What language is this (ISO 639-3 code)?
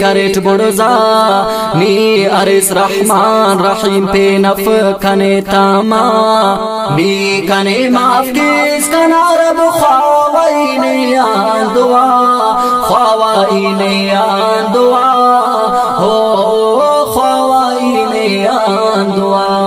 brh